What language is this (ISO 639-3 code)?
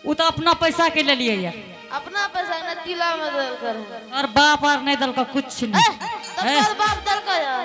anp